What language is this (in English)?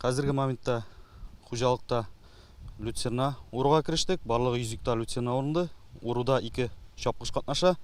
Tatar